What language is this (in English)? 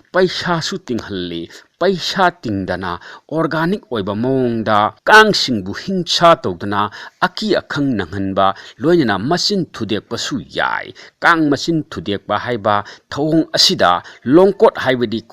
Manipuri